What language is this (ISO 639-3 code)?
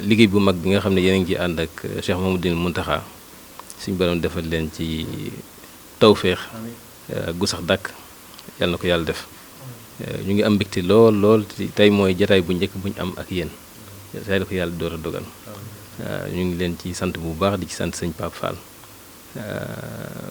wol